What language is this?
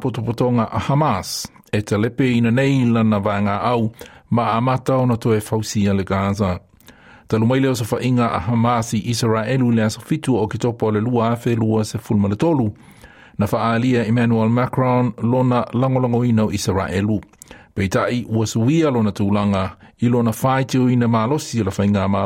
Samoan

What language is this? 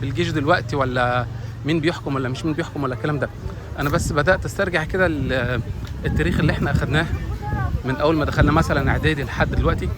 Egyptian Arabic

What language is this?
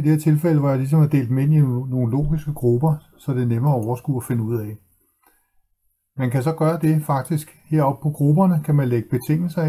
Danish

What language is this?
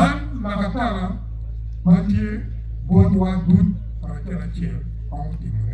Acoli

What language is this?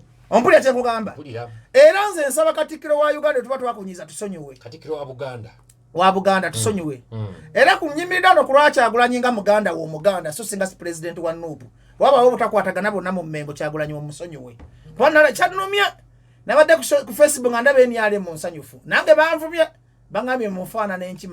Ganda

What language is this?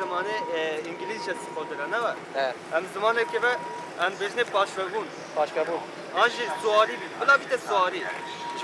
Kurdish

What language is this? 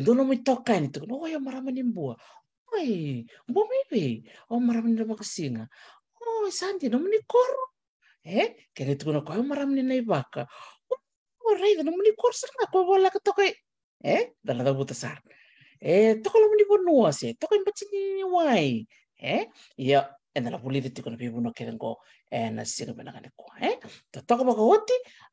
Fijian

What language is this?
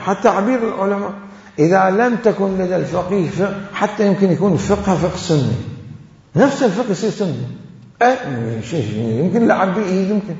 Mesopotamian Arabic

